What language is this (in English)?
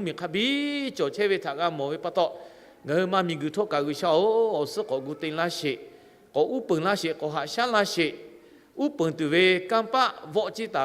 Lahu